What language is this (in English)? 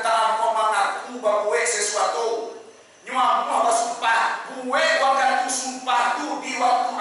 Minangkabau